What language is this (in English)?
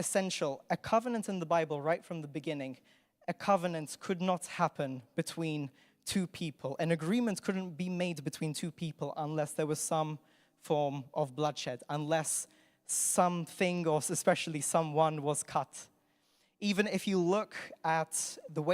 English